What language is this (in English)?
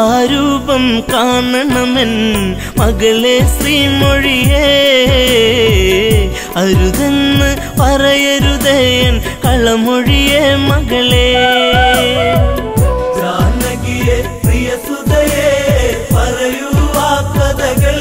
Malayalam